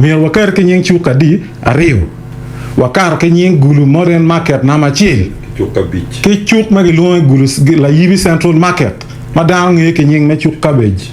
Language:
Acoli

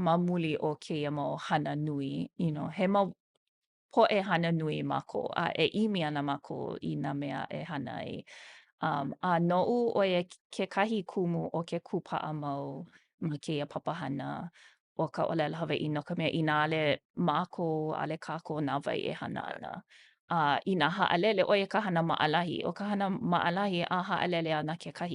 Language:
Hawaiian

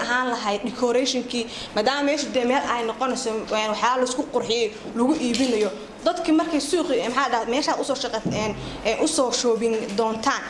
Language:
Somali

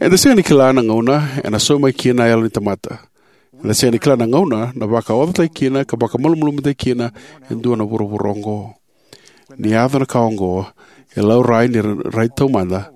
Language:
Fijian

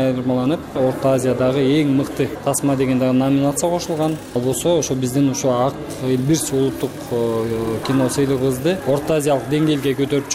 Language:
Kyrgyz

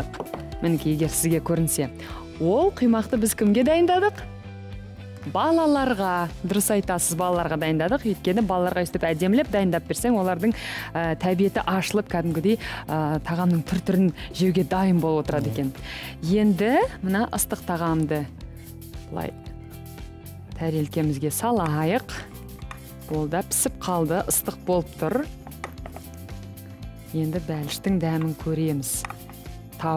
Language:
Kazakh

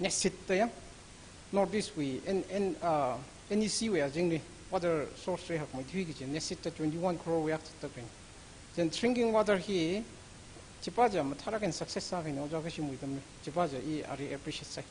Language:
Tangkhul Naga (India)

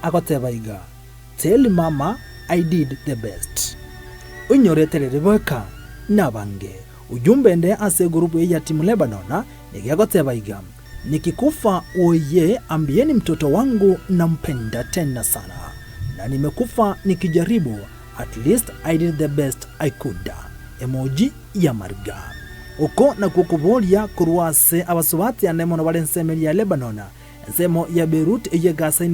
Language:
Gusii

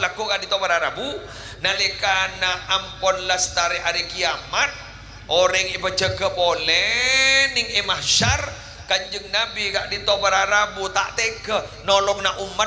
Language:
Madurese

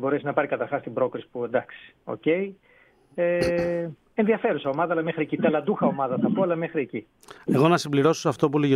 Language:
Greek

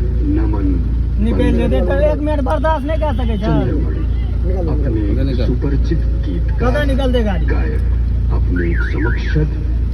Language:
Maithili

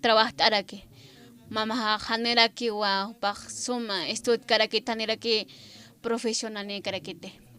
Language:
Aymara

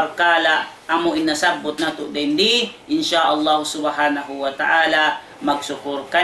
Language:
Tausug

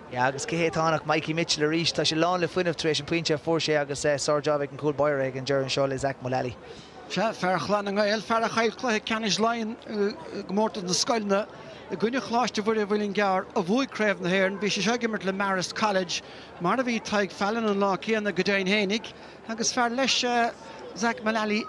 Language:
Irish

